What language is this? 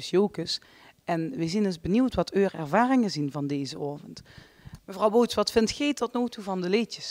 Limburgish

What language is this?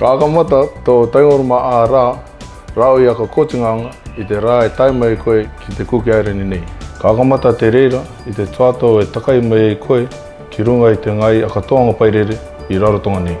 Rarotongan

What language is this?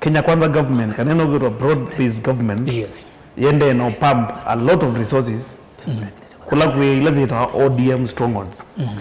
Kamba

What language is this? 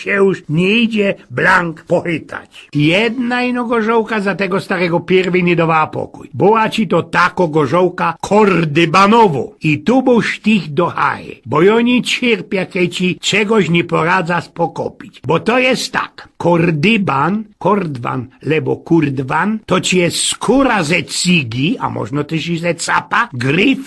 Silesian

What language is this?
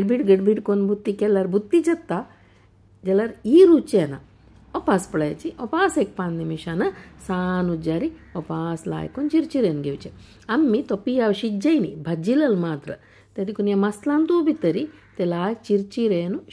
Konkani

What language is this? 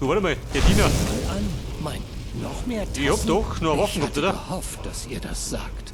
Bavarian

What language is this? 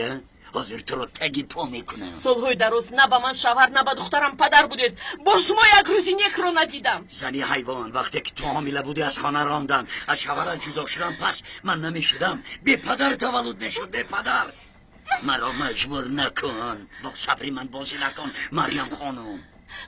Tajik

